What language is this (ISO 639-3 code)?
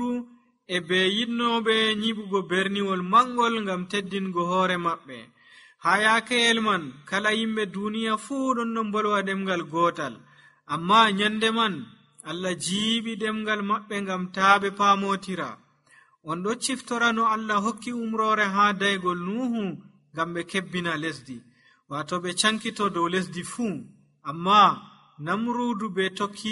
fuv